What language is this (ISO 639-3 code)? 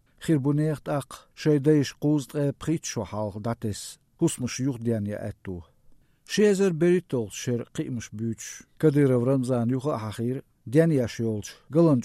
che